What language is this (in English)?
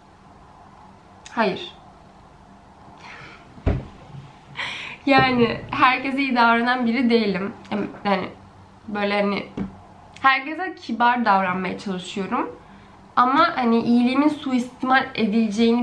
Turkish